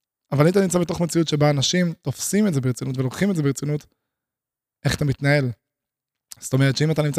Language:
Hebrew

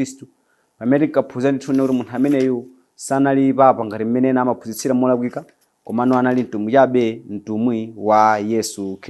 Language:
Nyanja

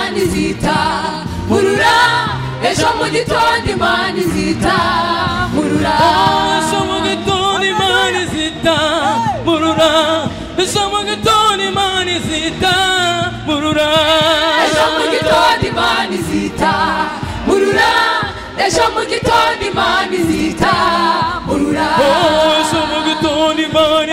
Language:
Kinyarwanda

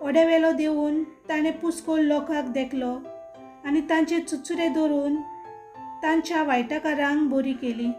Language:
Konkani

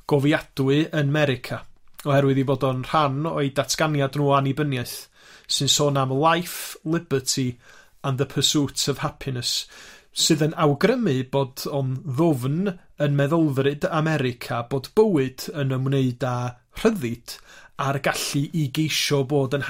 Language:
Welsh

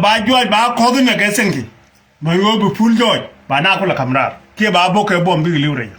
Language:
Nuer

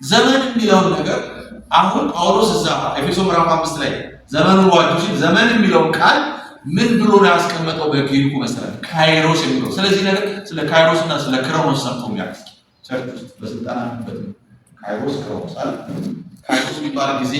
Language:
Amharic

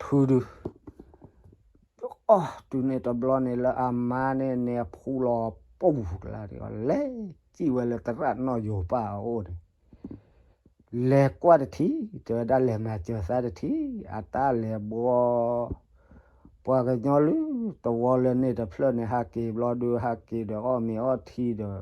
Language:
S'gaw Karen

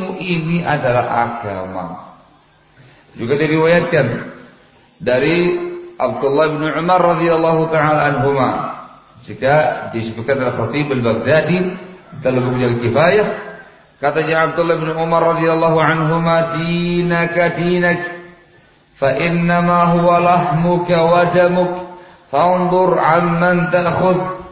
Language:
Indonesian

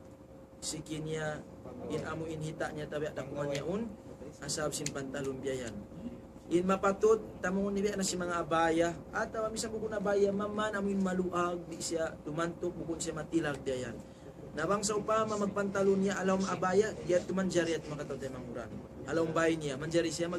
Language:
Tausug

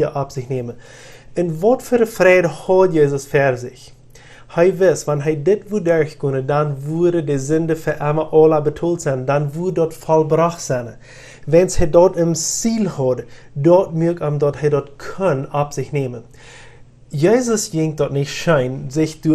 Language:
Plautdietsch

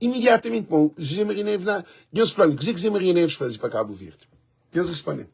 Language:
Kabuverdianu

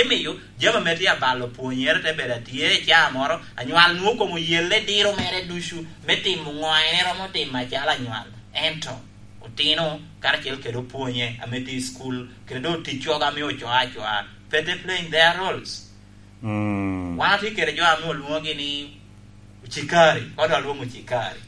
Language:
Lango (Uganda)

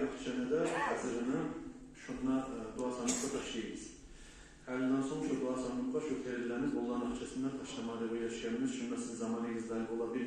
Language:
Kumyk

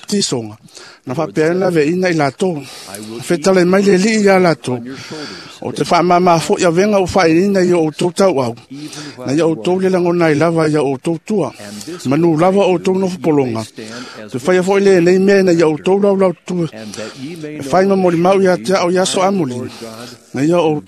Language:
Samoan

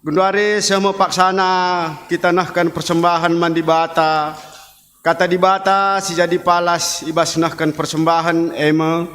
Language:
Batak Karo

